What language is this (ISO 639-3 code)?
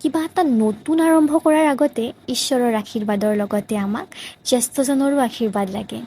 asm